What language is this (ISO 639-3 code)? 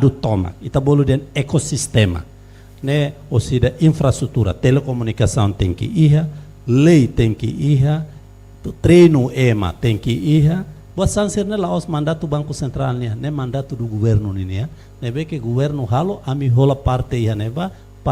tet